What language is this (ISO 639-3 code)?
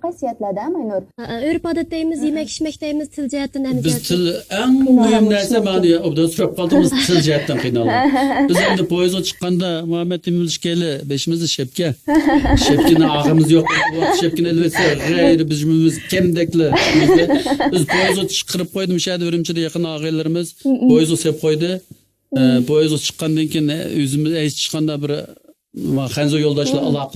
uig